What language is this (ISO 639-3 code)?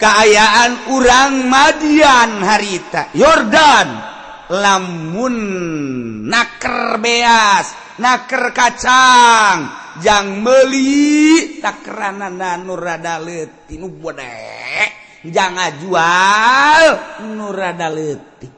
sun